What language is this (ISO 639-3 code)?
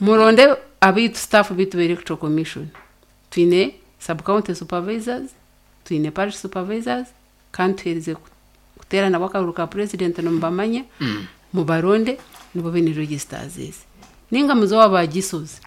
nyn